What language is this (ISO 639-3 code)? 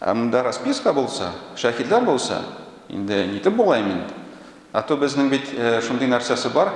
tat